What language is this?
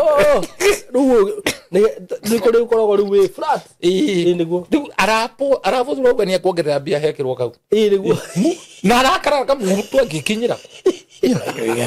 Kikuyu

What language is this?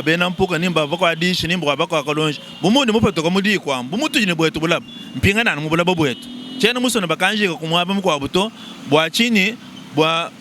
Luba-Lulua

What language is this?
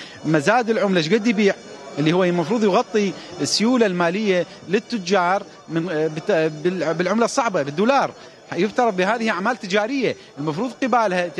Mesopotamian Arabic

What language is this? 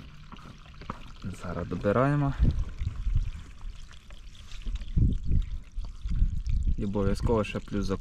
Ukrainian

